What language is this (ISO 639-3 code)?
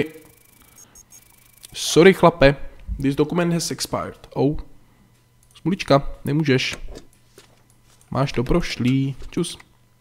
ces